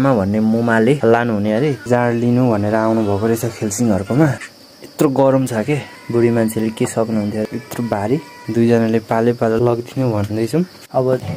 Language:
Nepali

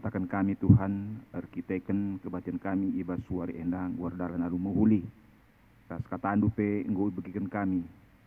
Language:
Batak Karo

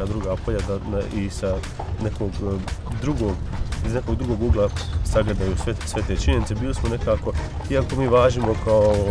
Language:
Bosnian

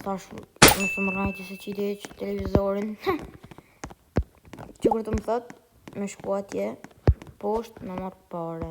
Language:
Albanian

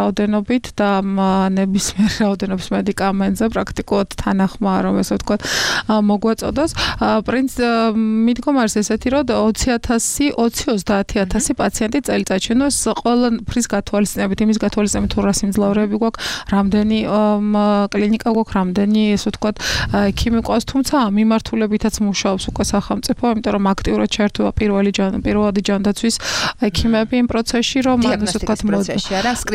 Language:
Georgian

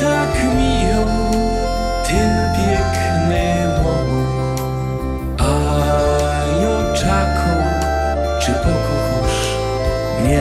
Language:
Silesian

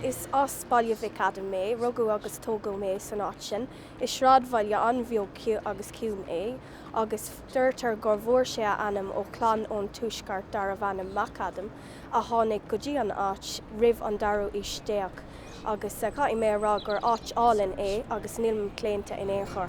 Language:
Irish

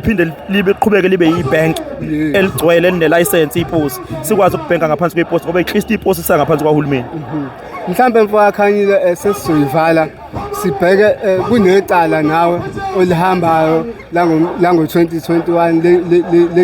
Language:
Zulu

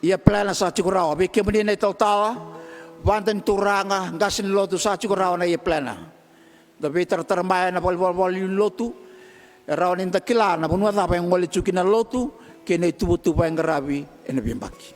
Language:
Fijian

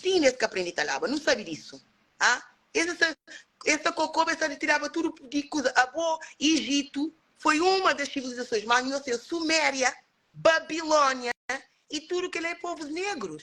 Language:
Kabuverdianu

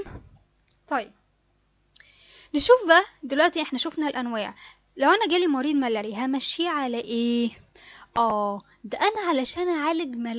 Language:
Egyptian Arabic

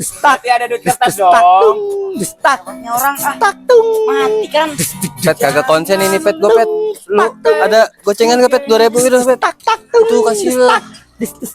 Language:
Betawi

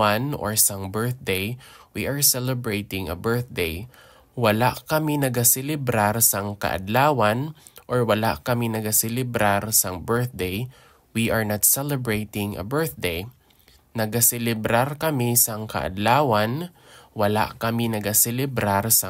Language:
Hiligaynon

